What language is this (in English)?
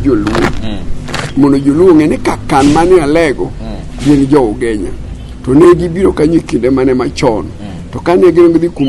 Luo (Kenya and Tanzania)